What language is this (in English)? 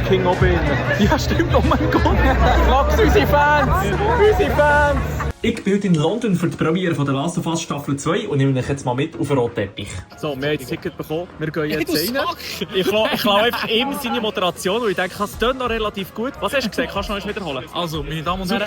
Swiss German